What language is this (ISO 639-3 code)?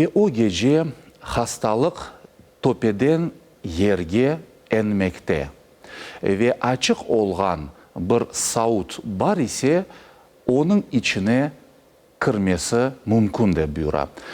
crh